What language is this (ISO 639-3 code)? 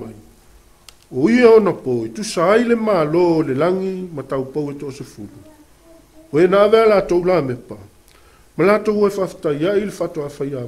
smo